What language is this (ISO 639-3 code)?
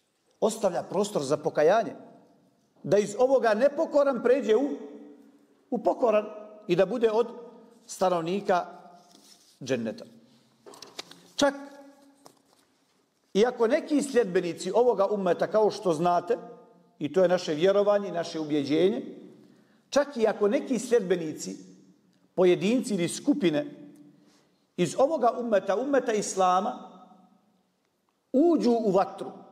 bos